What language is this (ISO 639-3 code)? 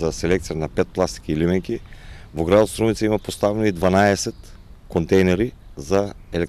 mkd